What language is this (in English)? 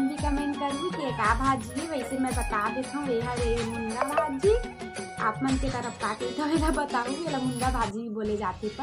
Chhattisgarhi